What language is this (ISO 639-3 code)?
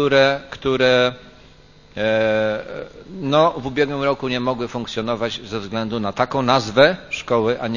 pol